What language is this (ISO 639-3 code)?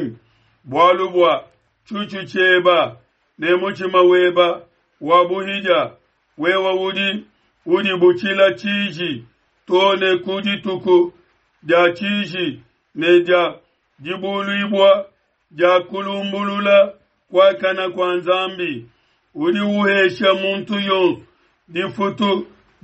lua